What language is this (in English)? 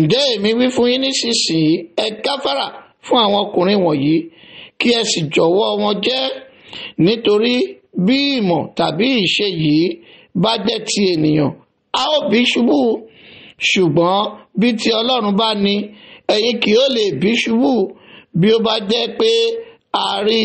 Yoruba